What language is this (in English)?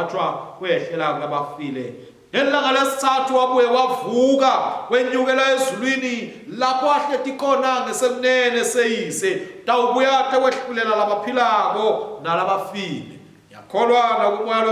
Swati